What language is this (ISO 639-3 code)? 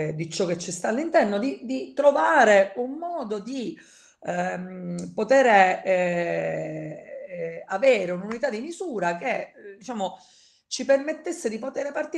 ita